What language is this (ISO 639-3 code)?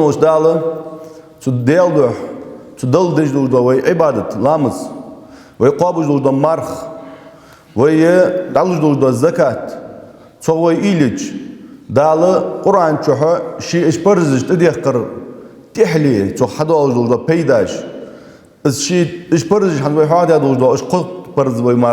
inh